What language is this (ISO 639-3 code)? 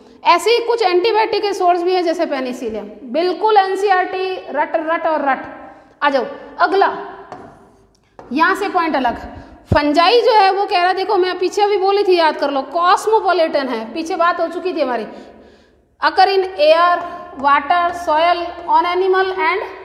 hin